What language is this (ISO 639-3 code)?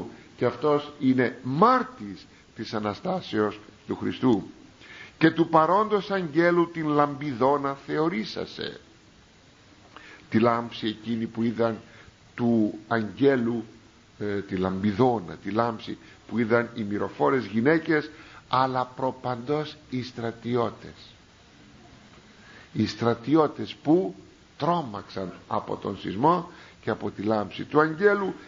ell